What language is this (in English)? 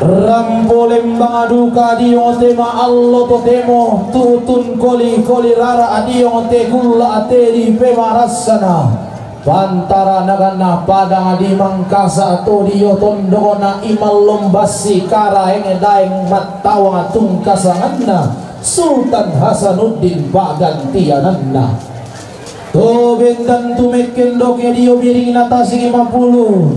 Toraja-Sa'dan